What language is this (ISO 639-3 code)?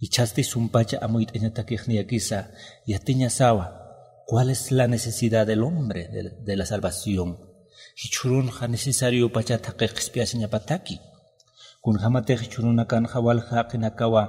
aym